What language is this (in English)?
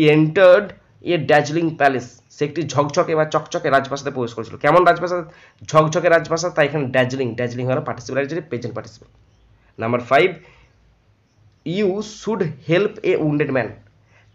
Bangla